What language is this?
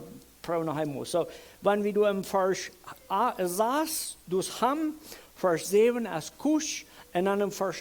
Plautdietsch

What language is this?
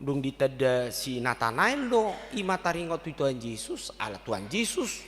Batak Toba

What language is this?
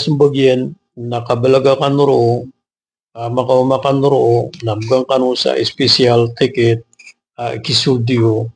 Maranao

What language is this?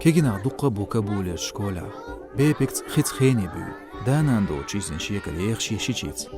Chechen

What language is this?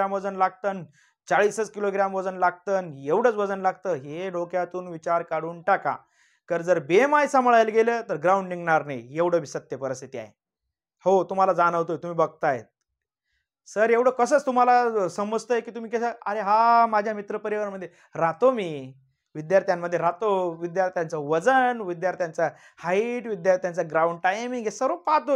Marathi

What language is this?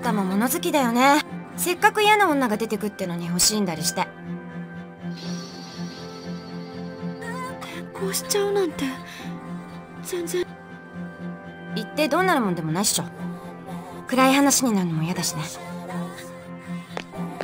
Japanese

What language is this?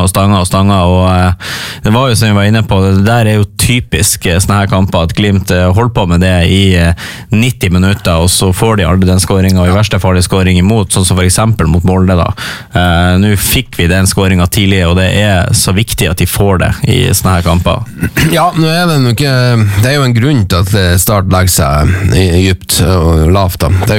Norwegian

